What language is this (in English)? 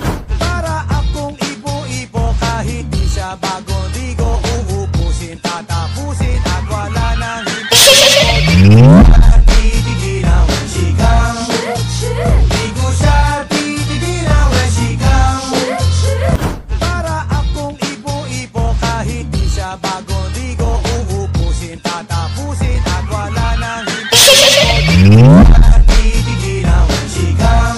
Filipino